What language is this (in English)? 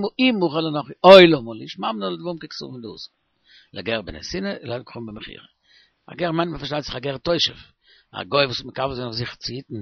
Yiddish